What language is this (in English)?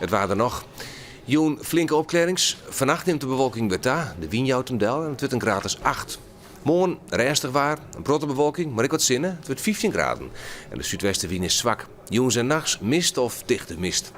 Western Frisian